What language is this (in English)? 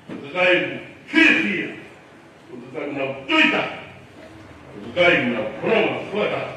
Tongan